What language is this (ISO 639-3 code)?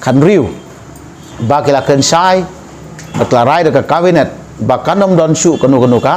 kha